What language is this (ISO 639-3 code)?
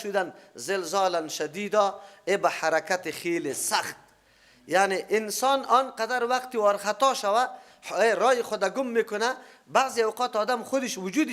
fas